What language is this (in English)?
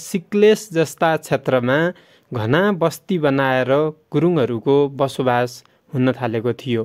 Nepali